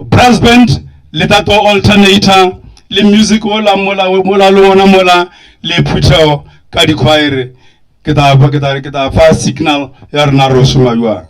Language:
Northern Sotho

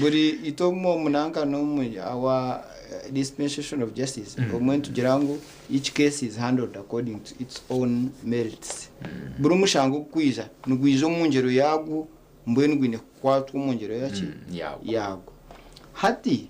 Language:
Nyankole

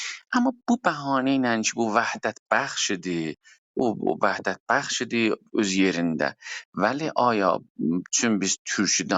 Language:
South Azerbaijani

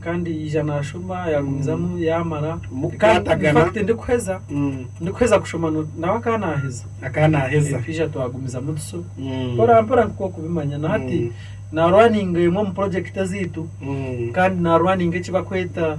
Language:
Nyankole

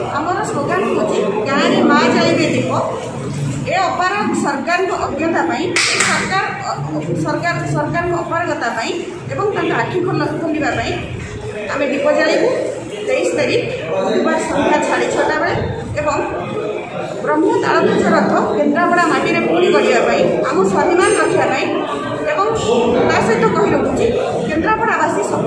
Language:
Odia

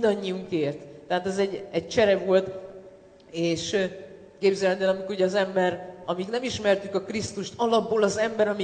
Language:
Hungarian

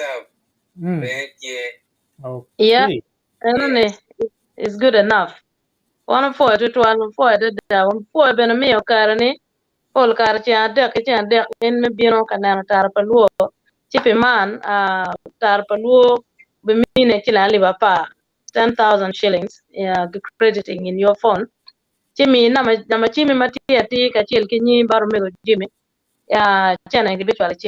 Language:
Acoli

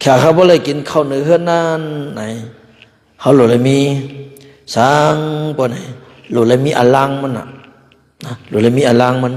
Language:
Shan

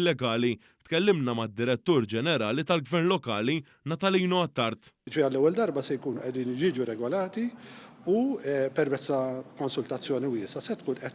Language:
Maltese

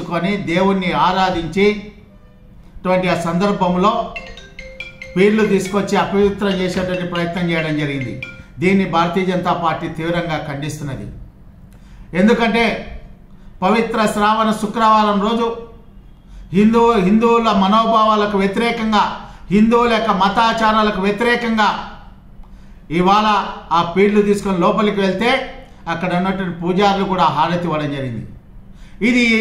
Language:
Telugu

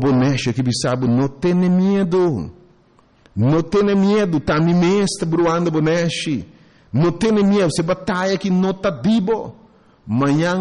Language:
Papiamento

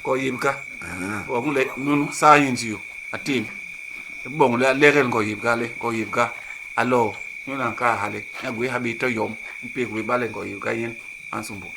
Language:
Basaa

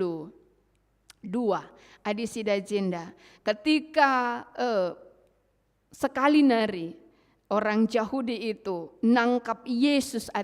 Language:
Batak Karo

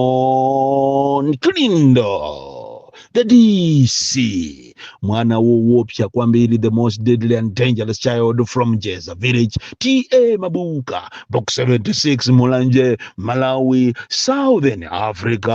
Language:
Nyanja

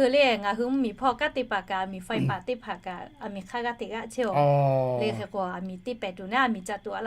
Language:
Lahu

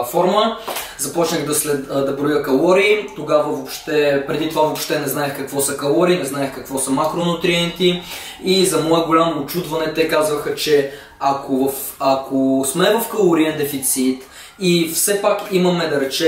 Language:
Bulgarian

